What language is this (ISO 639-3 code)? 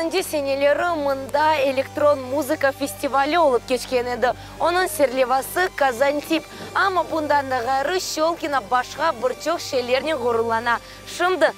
crh